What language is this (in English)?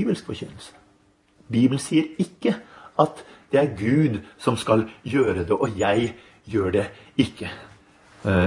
Norwegian